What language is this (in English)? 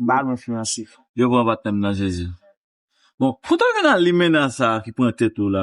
Haitian Creole